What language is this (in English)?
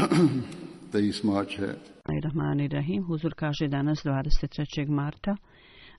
Bosnian